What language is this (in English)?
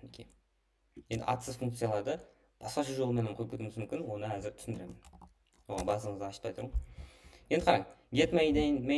Kara-Kalpak